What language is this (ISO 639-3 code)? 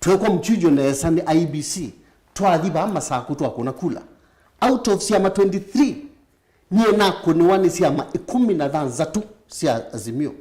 kam